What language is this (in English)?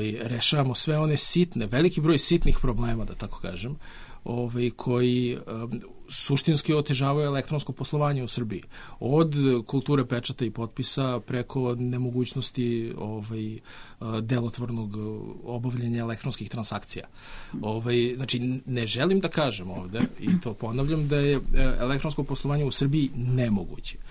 Serbian